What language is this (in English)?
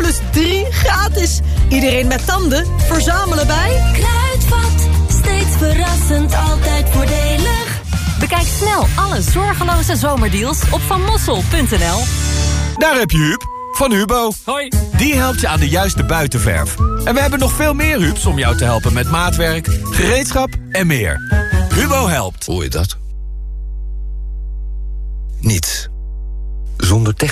Dutch